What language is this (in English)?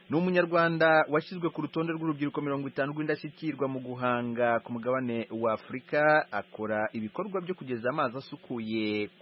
Kinyarwanda